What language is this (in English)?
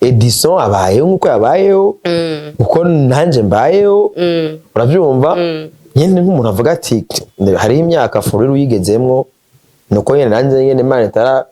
Rundi